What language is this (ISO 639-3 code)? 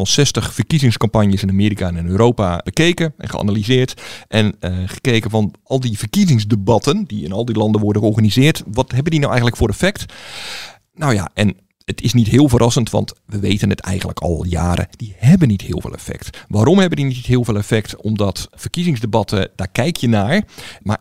nld